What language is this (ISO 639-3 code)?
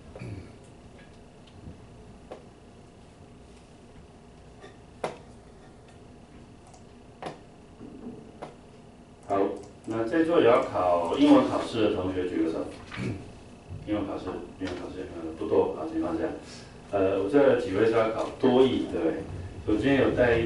zho